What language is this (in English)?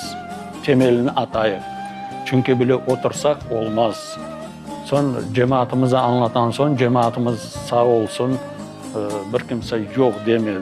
Crimean Tatar